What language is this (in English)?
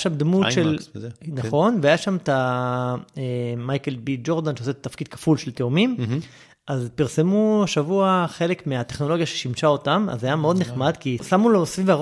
Hebrew